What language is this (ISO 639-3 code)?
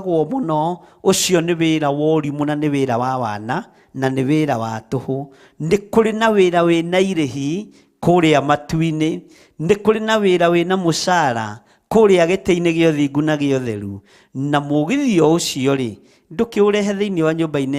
kik